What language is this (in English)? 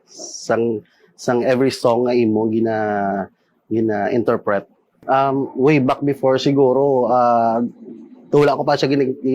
Hiligaynon